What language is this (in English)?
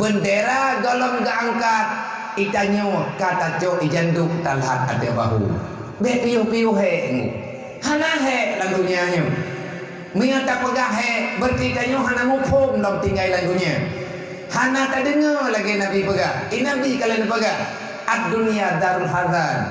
Achinese